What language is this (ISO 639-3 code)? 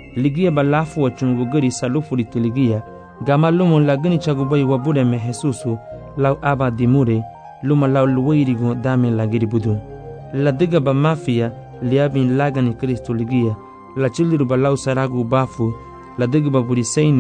cab